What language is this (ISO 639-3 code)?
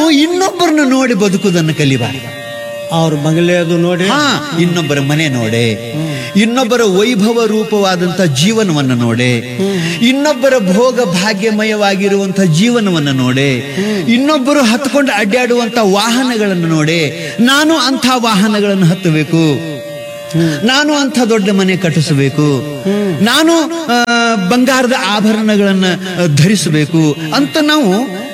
kan